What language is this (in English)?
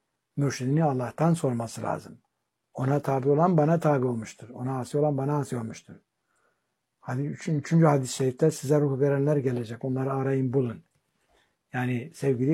Turkish